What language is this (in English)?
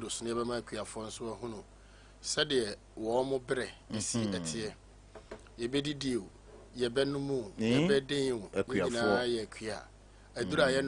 Akan